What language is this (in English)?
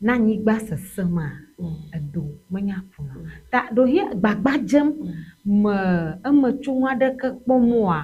Ewe